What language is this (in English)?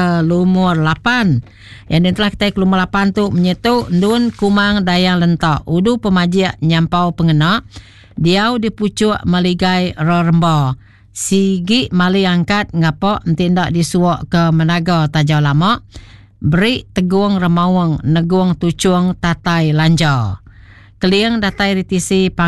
Iban